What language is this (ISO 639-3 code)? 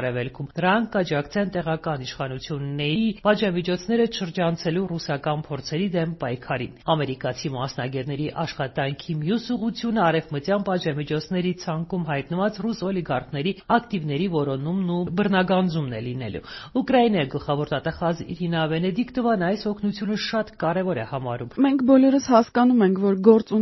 hye